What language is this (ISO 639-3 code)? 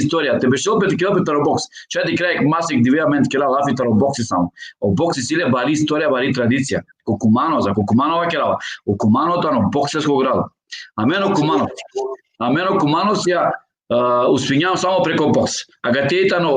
rmn